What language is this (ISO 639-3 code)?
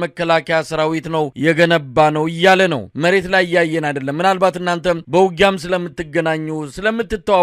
amh